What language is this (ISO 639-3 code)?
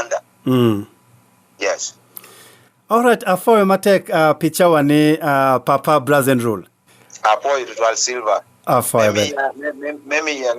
ach